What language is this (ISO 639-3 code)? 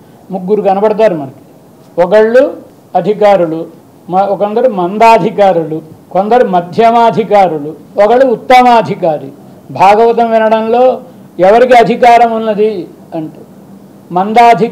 tel